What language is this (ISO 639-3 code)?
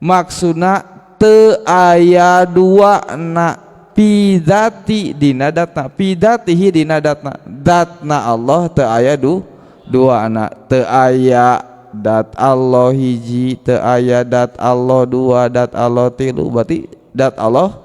sun